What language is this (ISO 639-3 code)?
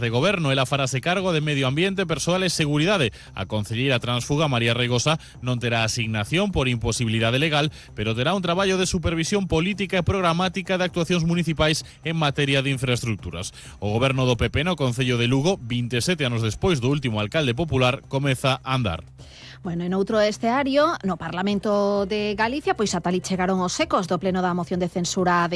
glg